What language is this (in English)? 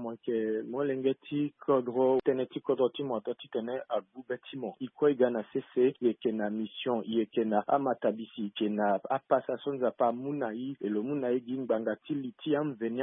Sango